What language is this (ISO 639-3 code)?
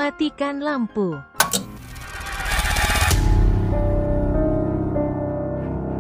ind